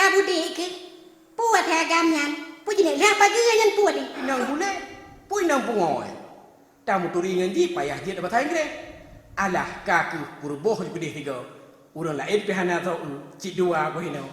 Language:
Achinese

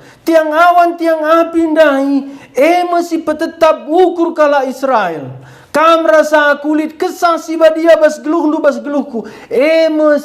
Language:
Batak Karo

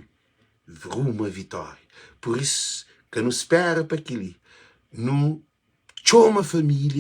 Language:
Kabuverdianu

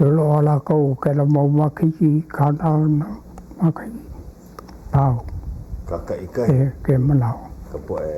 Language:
Hawaiian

